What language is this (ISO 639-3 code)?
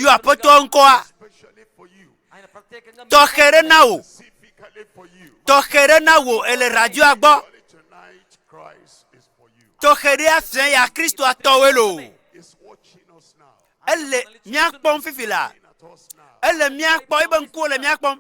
ewe